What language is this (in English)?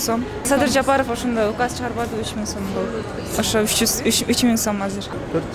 Kyrgyz